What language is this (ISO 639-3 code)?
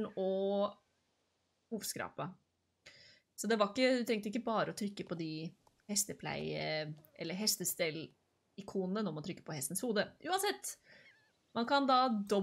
nor